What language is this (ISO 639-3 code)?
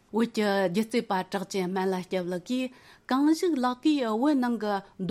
bod